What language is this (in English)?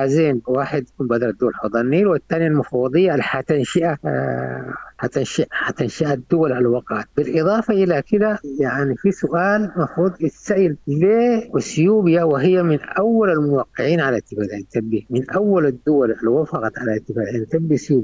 Sudanese Arabic